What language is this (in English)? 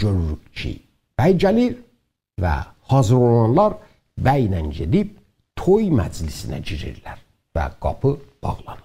South Azerbaijani